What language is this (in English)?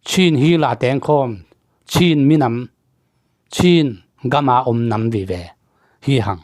Tedim Chin